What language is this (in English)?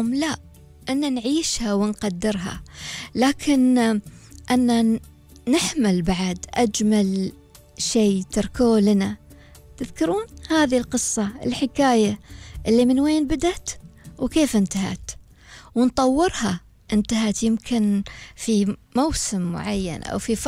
Gulf Arabic